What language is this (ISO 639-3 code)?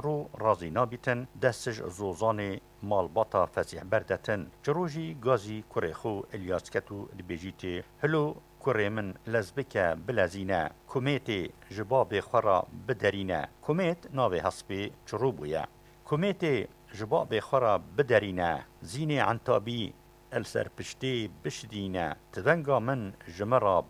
kur